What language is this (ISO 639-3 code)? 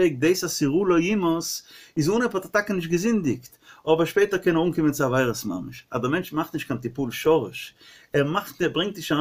yid